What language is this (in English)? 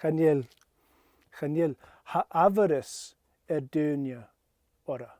Scottish Gaelic